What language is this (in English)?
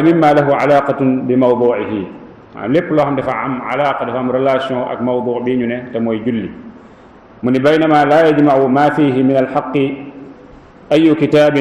Wolof